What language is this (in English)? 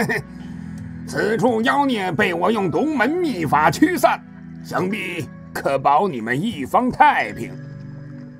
Chinese